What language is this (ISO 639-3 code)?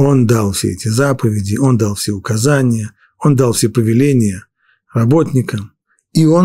rus